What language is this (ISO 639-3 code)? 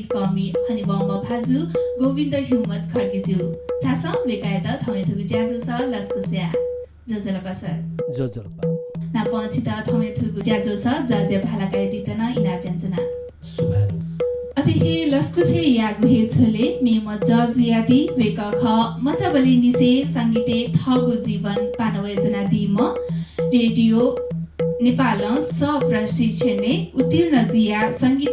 new